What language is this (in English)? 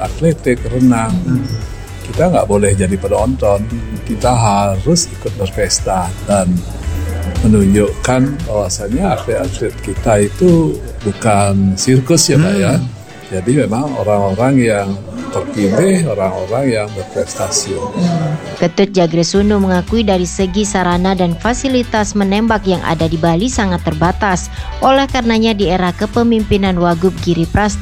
Indonesian